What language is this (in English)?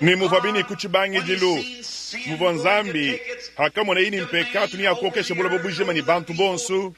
Luba-Lulua